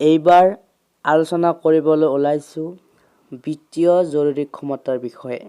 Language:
Assamese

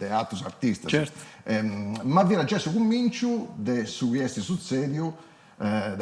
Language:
Sardinian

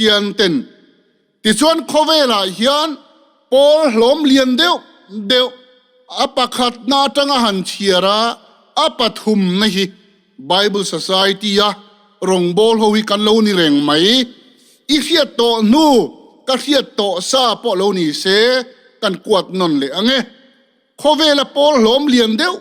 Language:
Mizo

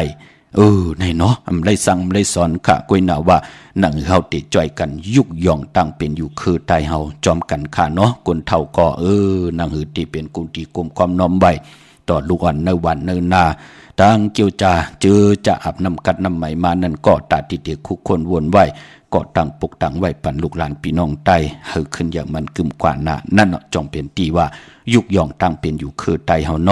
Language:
Shan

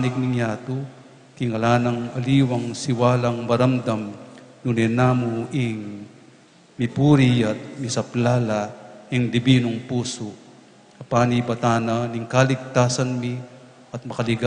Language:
Pampanga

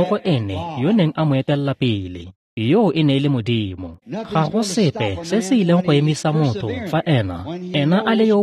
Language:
Tswana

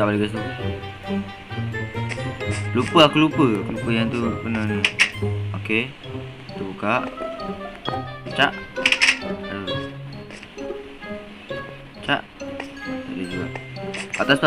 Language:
Malay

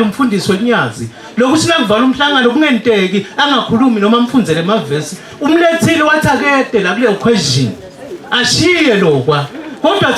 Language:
Zulu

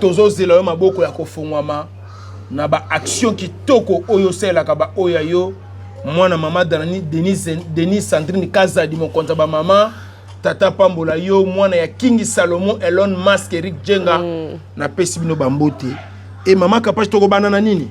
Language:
Lingala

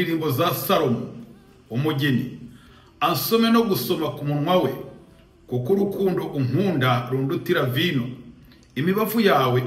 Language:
Kinyarwanda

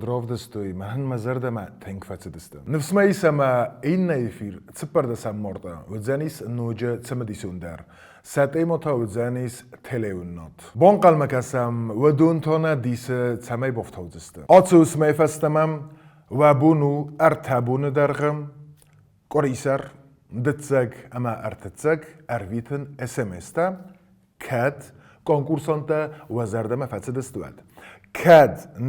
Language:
Ossetic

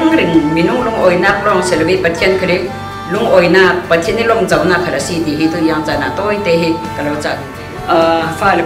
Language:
Falam Chin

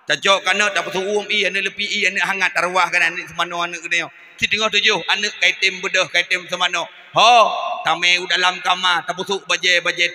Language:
Achinese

